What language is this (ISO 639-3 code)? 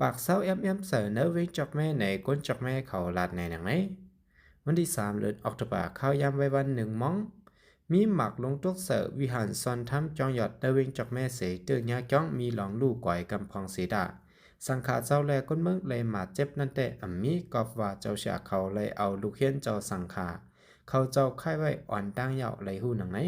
shn